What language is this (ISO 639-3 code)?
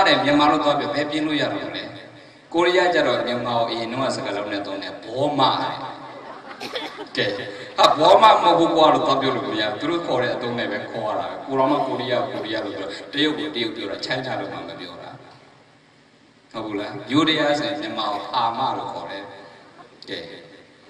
mya